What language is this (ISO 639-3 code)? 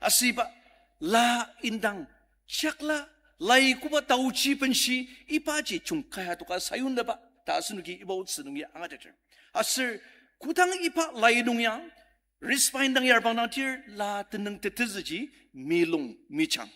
njo